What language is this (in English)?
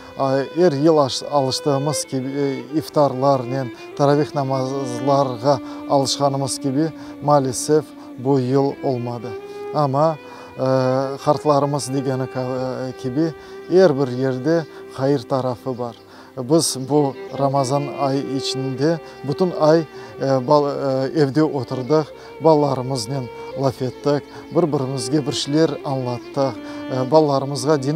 Crimean Tatar